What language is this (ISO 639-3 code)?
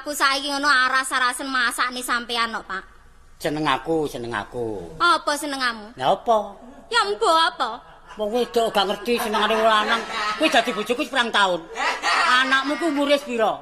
jav